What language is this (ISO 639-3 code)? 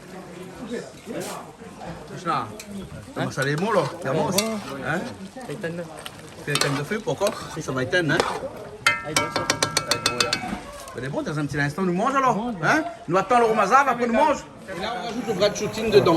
rcf